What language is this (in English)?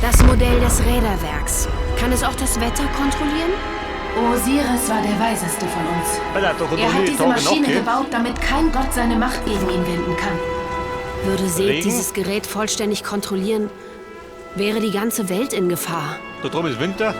Bavarian